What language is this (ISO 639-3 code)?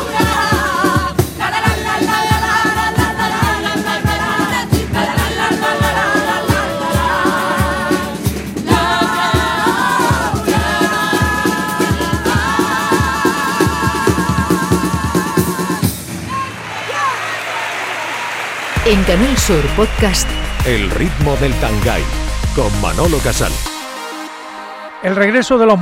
spa